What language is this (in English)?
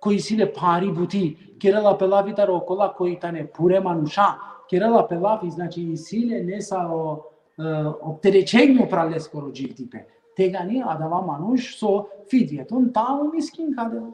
Balkan Romani